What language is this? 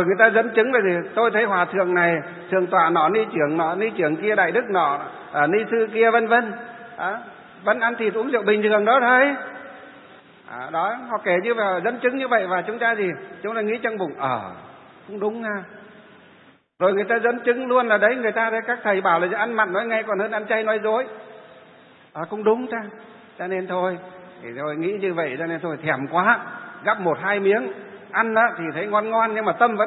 Vietnamese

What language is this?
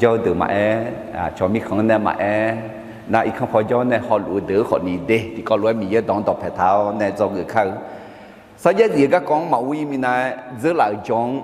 Akha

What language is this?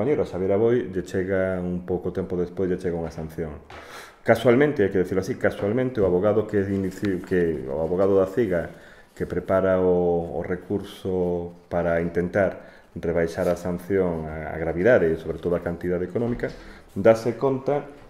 Galician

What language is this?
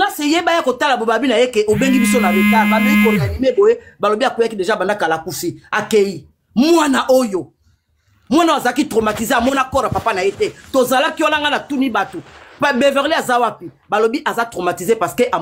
Lingala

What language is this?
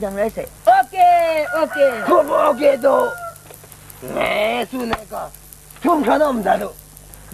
Kachin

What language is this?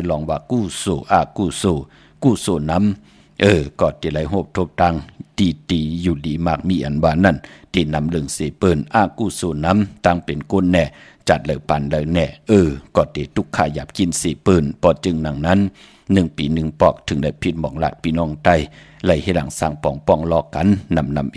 Shan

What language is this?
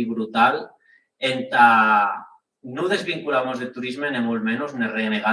Occitan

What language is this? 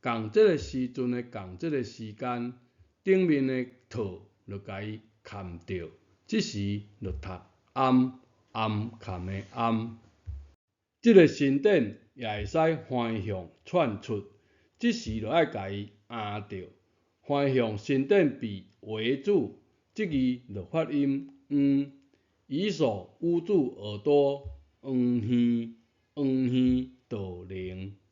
Min Nan Chinese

